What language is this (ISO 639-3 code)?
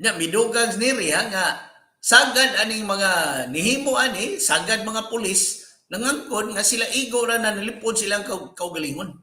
ceb